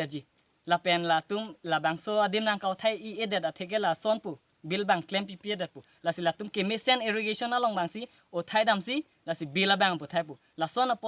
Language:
Karbi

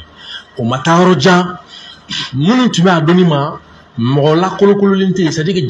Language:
Bambara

